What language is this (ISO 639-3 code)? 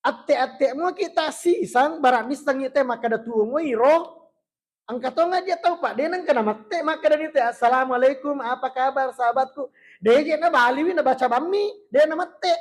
bug